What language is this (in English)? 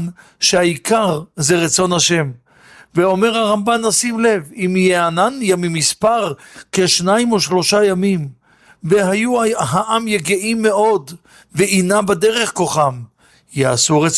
Hebrew